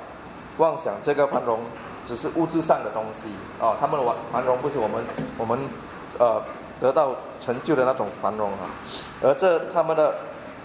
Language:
Chinese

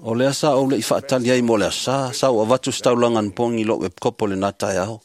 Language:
Samoan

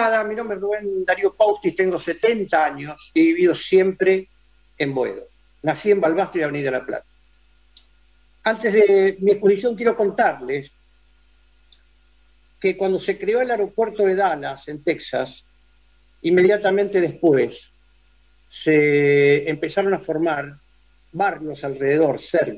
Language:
Spanish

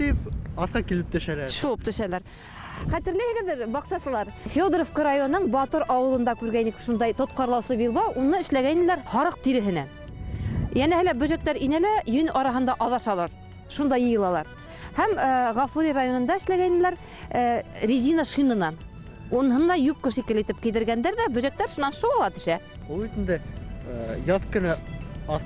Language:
Bashkir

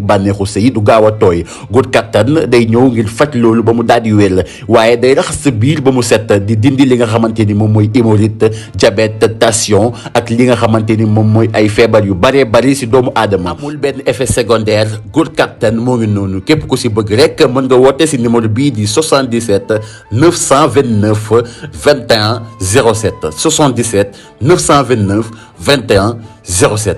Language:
Wolof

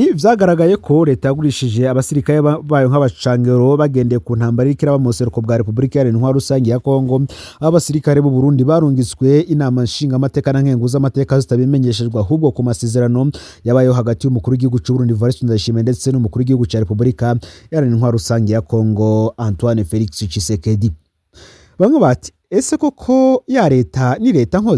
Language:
Rundi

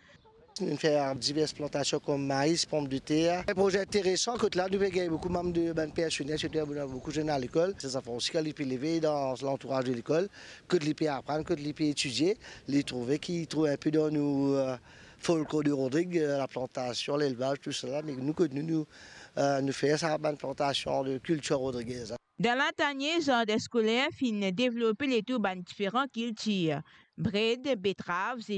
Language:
Morisyen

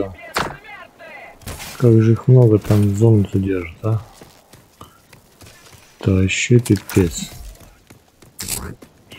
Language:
Russian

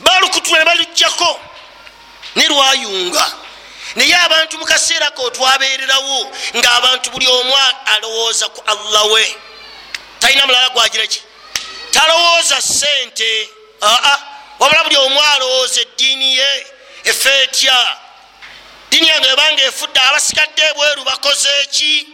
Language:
Ganda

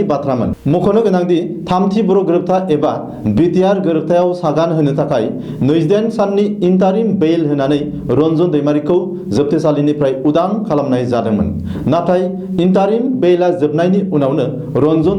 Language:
Bodo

